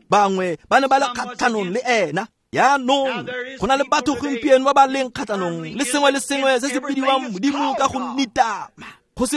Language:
Tswana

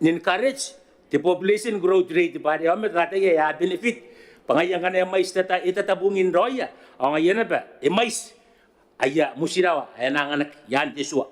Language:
Gilbertese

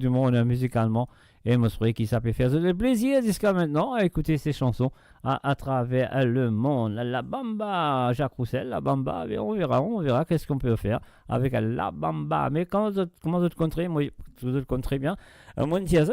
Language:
Morisyen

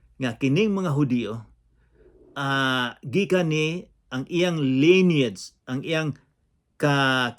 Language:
Cebuano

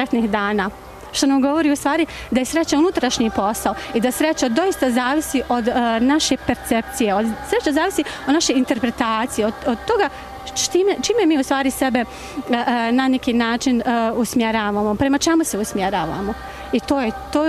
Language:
Bosnian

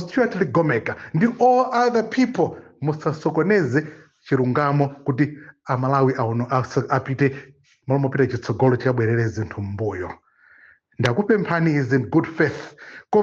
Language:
Nyanja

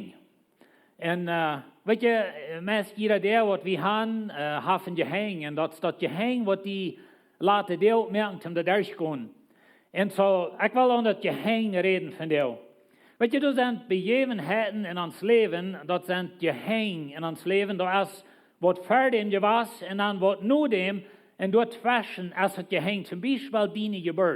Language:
Plautdietsch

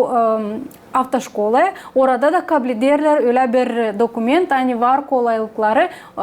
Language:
Gagauz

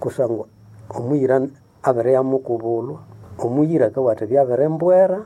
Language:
Nande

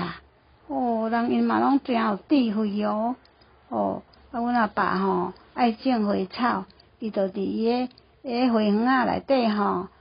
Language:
Min Nan Chinese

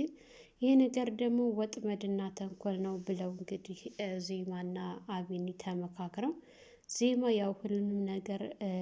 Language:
Amharic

